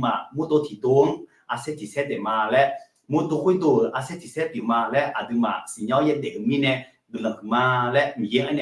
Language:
Akha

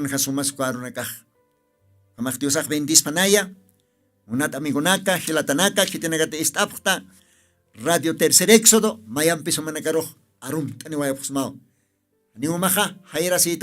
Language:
Aymara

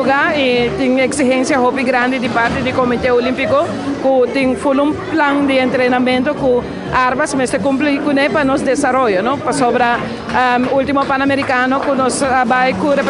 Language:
Papiamento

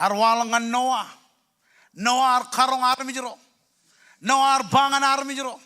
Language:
Marshallese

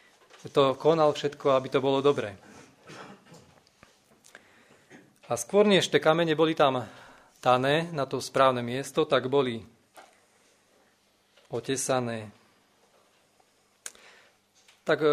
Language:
Slovak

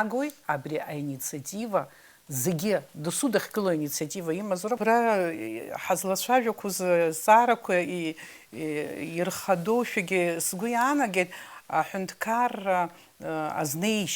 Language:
Abkhazian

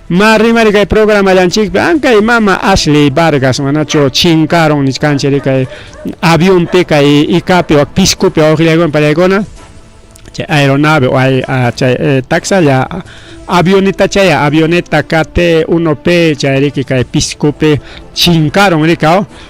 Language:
Ayacucho Quechua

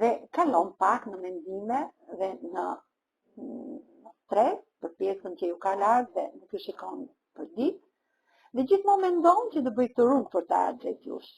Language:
Albanian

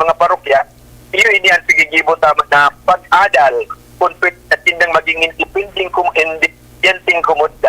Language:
Bikol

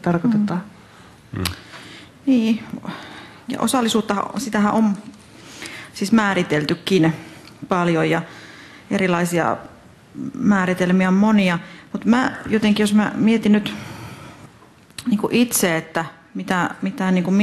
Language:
Finnish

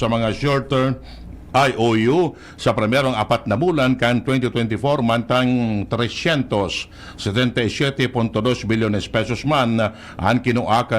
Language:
Bikol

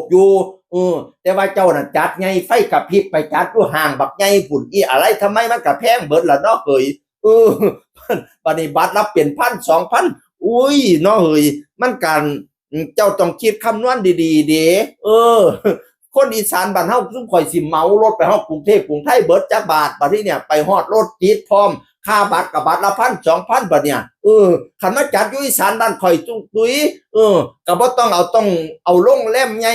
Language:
Northeastern Thai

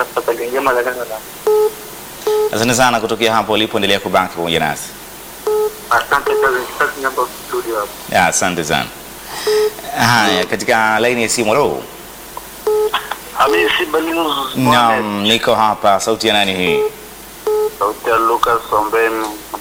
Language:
Swahili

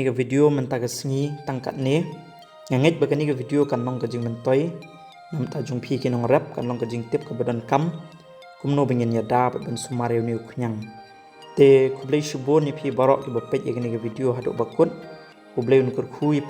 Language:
Khasi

